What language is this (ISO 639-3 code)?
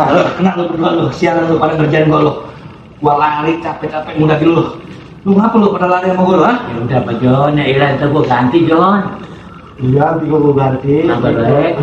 bew